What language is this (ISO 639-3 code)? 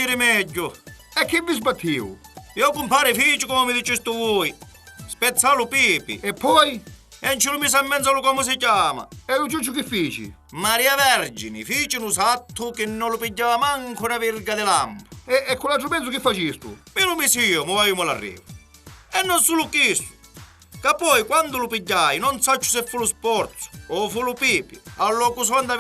scn